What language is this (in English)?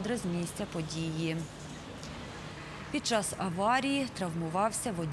Ukrainian